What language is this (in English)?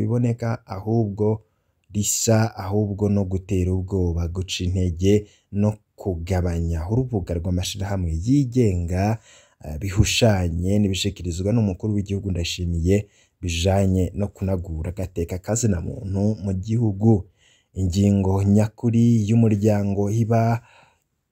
Rundi